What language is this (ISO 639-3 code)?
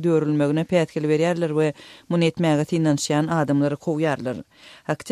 tuk